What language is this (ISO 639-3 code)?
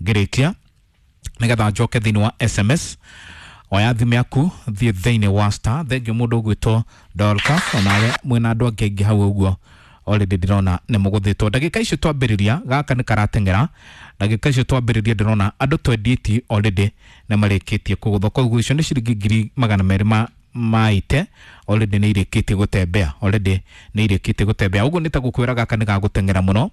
kik